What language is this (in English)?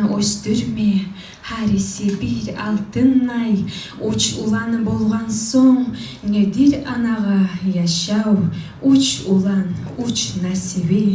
Kumyk